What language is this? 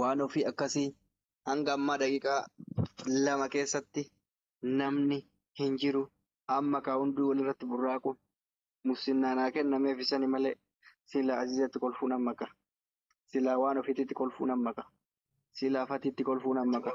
Oromo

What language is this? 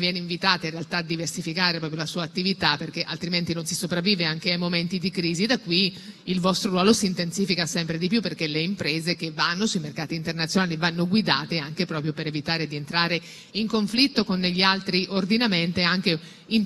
Italian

